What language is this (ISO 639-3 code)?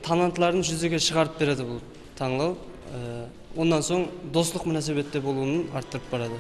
kaa